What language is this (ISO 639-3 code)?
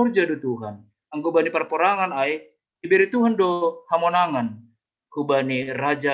bts